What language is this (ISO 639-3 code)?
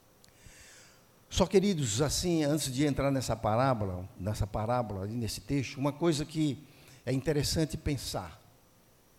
por